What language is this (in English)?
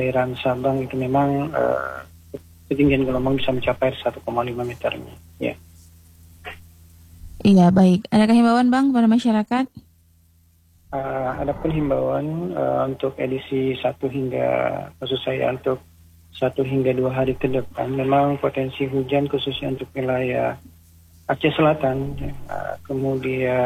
Indonesian